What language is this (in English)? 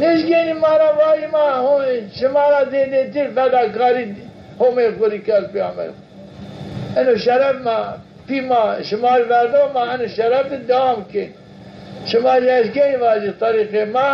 Zaza